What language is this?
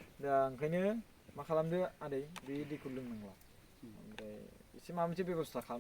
Bodo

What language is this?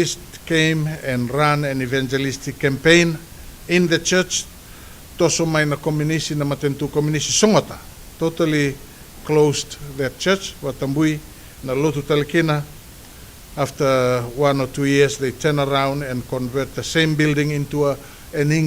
Fijian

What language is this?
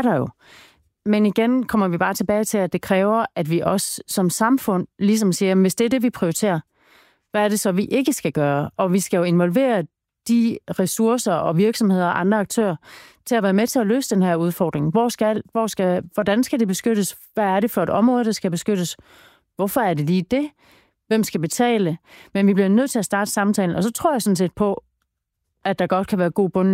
Danish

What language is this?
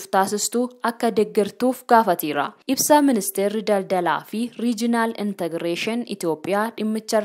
Oromo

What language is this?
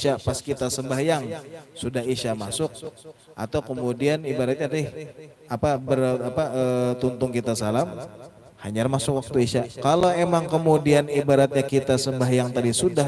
Banjar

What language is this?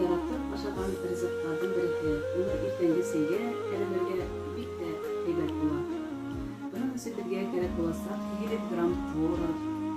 Bashkir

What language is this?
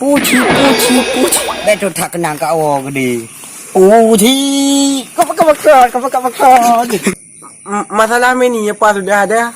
Achinese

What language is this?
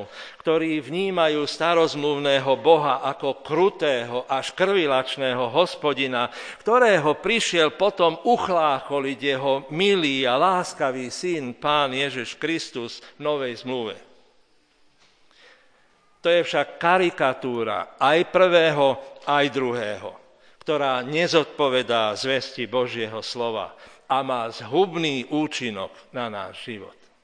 Slovak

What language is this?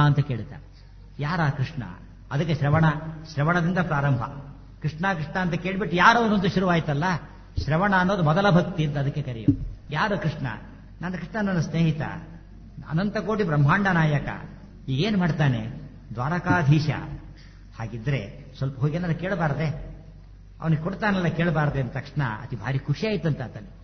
Kannada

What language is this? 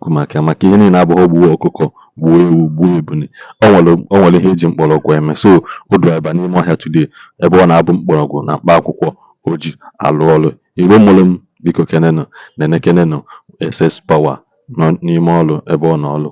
Igbo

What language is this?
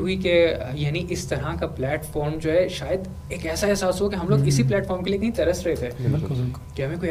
Urdu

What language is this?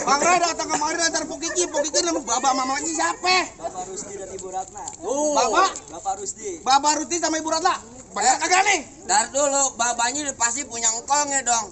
Betawi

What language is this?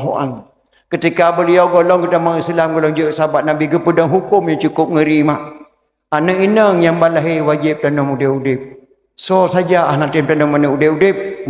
Achinese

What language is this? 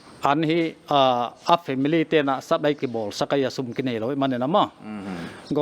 Paite Chin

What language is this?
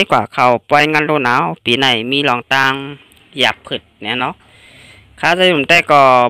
Shan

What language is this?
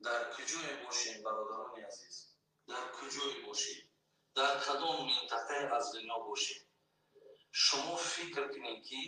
Tajik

